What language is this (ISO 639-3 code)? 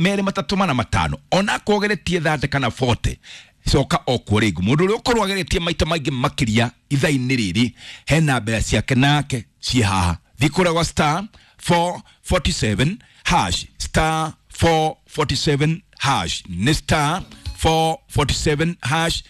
kik